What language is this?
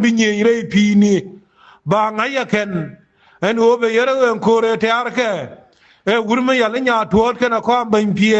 Nuer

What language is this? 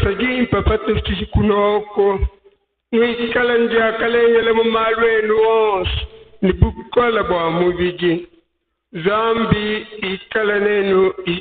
Luba-Lulua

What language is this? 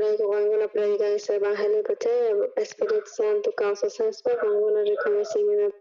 South Bolivian Quechua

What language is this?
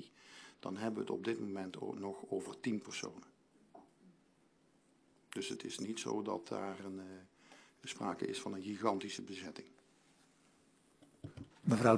Dutch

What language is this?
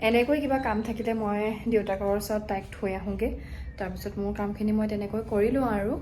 Assamese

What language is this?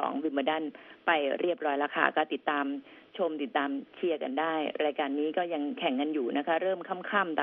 Thai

